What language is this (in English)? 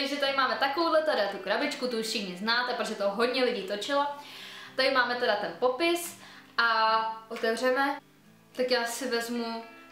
Czech